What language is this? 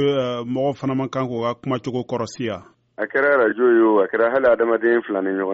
Bambara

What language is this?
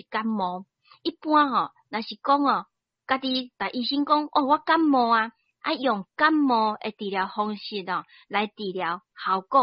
Min Nan Chinese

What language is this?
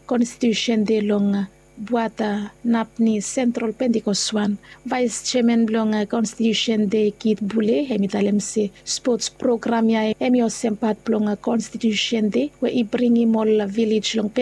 Bislama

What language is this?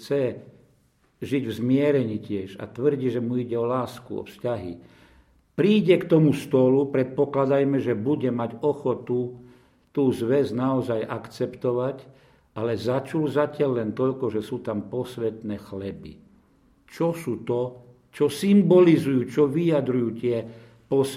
Slovak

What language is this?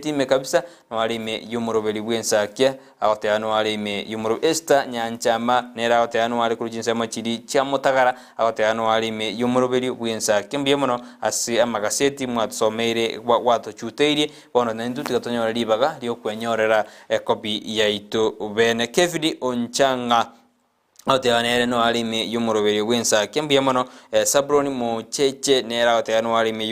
Gusii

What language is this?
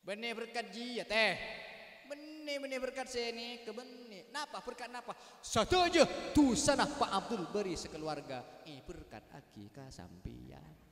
Madurese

